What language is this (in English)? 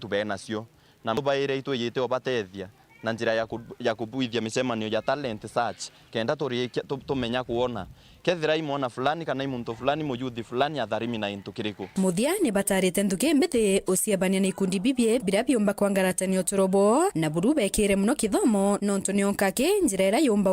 Meru